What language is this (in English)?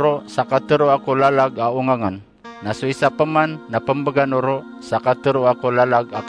Maranao